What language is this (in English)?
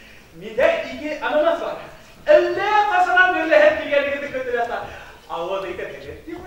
Bashkir